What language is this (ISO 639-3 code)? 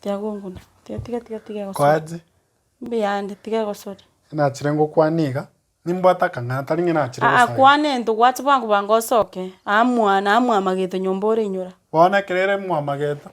guz